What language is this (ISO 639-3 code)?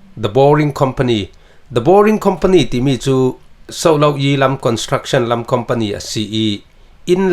cfm